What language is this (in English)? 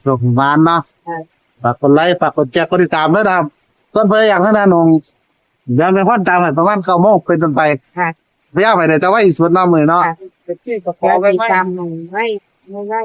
Northeastern Thai